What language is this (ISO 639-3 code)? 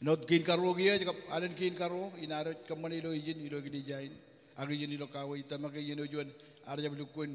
mah